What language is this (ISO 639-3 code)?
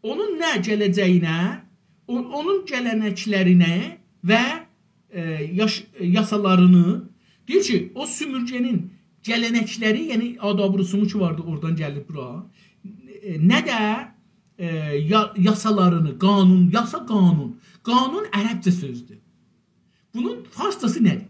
azb